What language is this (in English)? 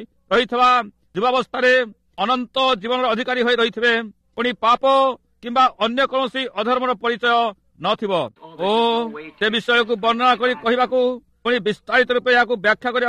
Odia